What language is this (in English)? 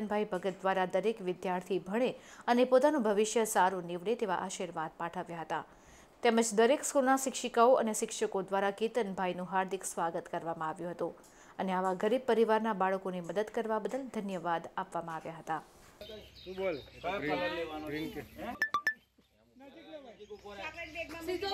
Gujarati